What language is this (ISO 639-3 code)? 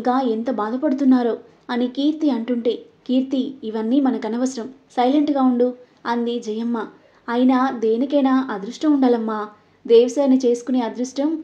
tel